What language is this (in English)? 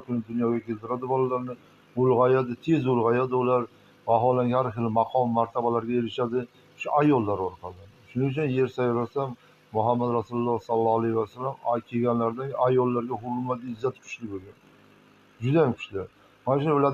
Uzbek